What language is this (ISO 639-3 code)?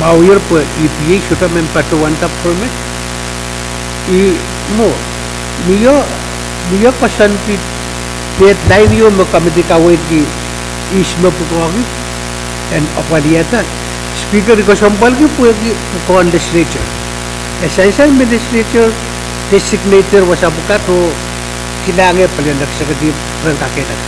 pon